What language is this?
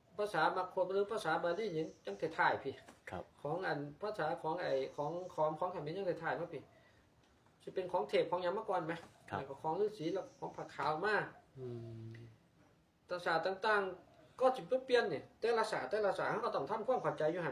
Northeastern Thai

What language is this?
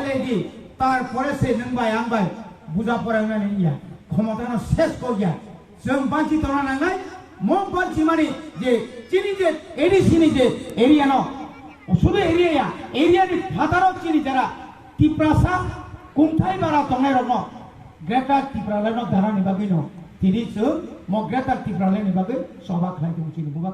Kok Borok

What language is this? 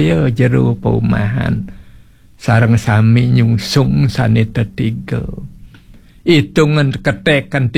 Balinese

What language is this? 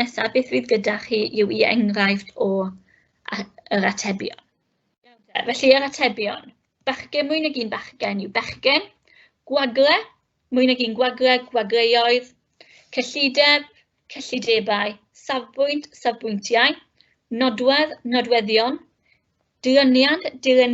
Welsh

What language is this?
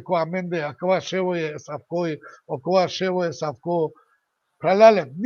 Balkan Romani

